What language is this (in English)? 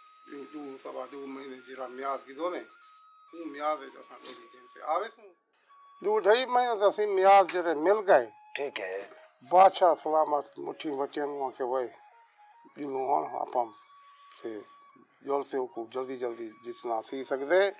Saraiki